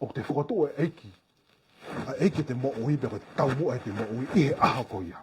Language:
Tongan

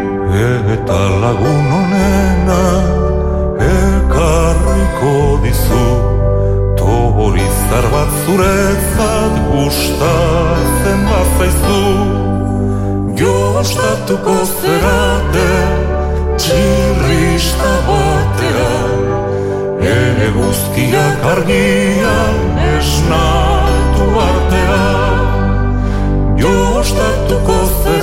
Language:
Basque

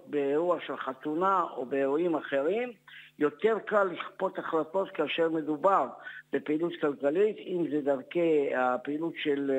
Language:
Hebrew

